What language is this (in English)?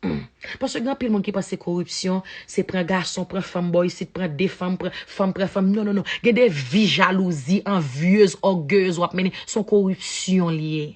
Haitian Creole